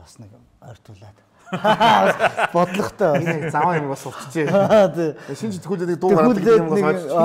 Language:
Mongolian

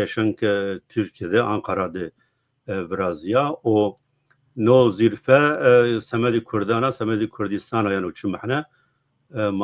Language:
Zaza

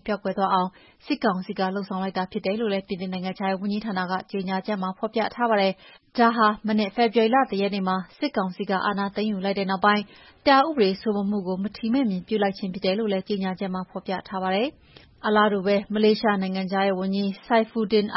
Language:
Burmese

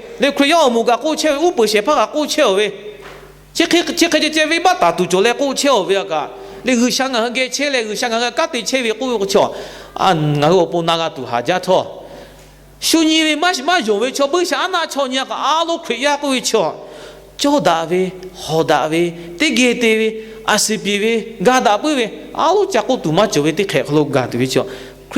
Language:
Lahu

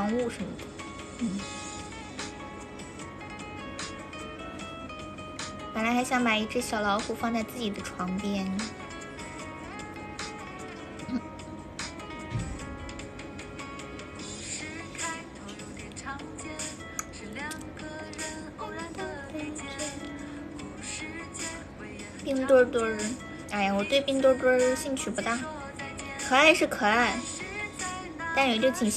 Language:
Chinese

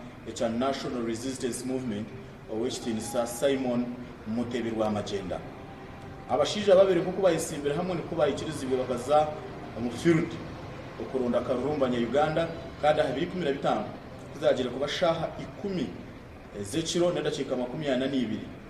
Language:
Nyankole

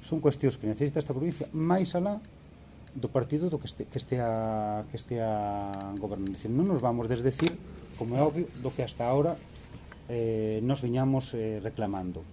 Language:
Galician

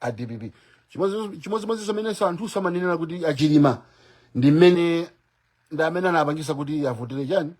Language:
Nyanja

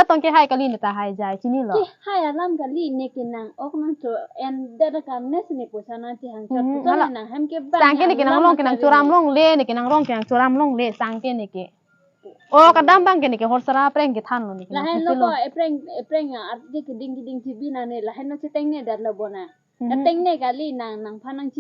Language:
Karbi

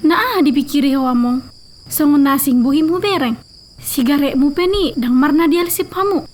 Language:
Batak Toba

